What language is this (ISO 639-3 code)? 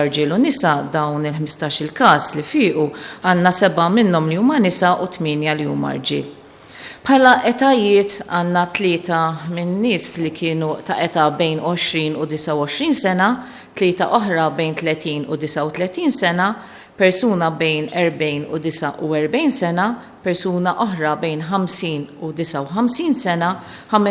mlt